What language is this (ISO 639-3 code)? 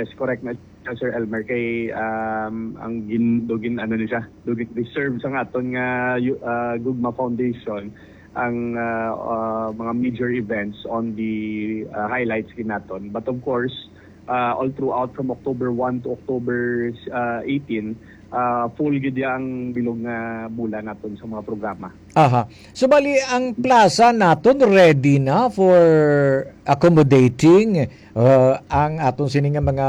hil